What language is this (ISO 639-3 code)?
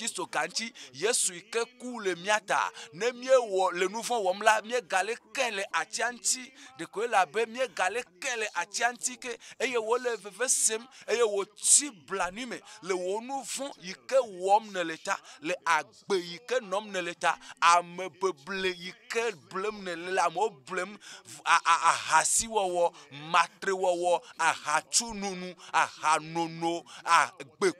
ewe